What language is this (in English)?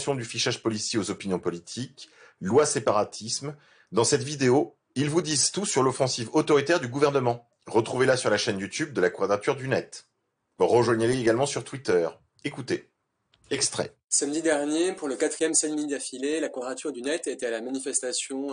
French